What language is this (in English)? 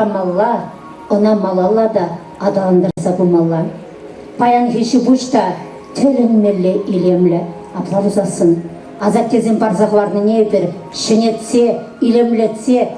Chuvash